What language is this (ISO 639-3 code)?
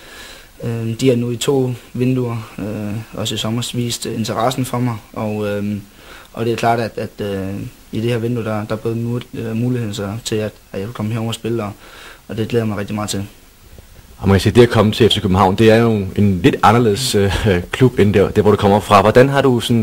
dan